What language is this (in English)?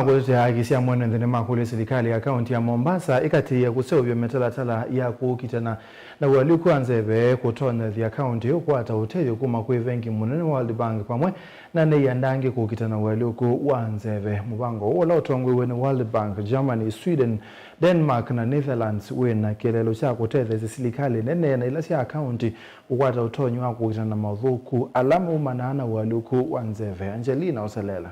Kamba